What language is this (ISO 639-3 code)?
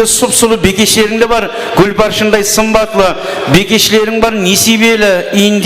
kaa